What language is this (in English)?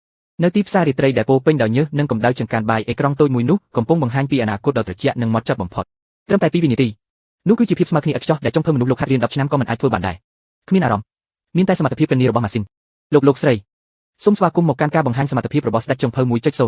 Khmer